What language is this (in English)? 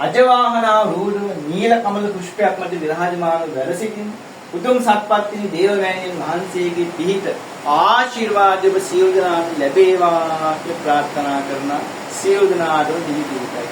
Sinhala